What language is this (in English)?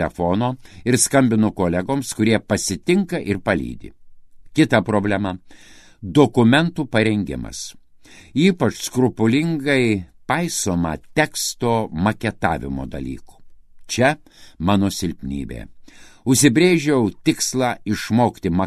Lithuanian